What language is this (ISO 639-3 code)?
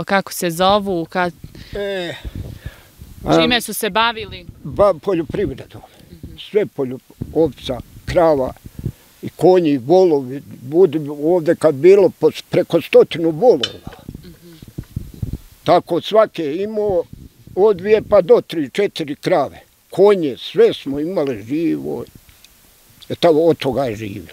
bos